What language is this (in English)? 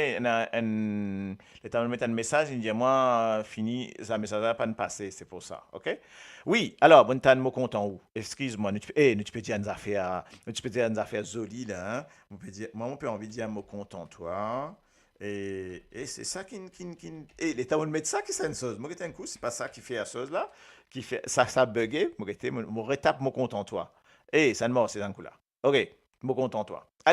Morisyen